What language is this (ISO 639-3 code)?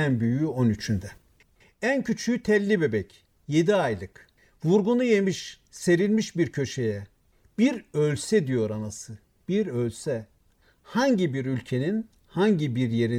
tur